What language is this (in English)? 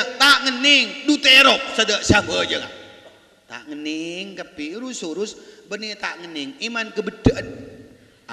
Madurese